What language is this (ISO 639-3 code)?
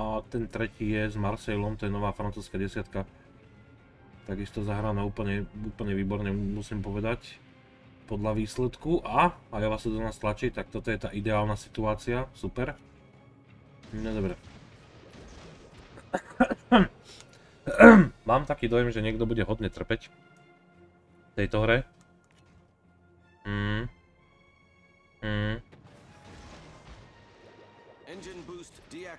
slk